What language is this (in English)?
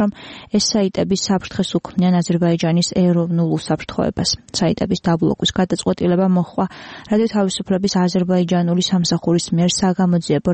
Georgian